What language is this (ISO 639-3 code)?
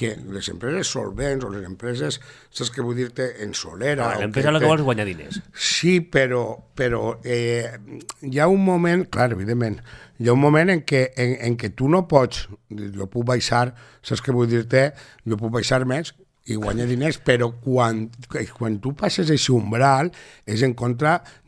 cat